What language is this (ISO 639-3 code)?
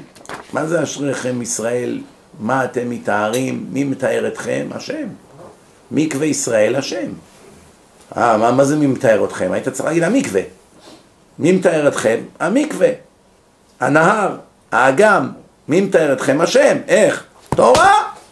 heb